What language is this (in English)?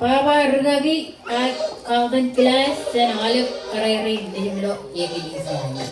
Marshallese